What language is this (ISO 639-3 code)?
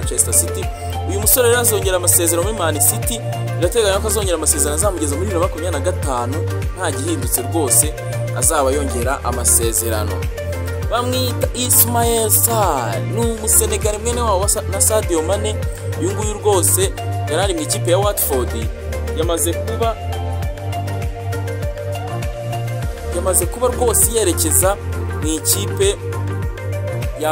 kin